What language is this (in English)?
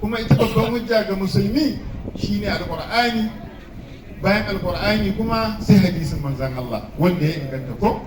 Hausa